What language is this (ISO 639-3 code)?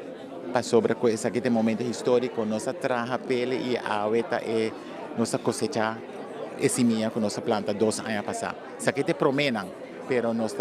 pap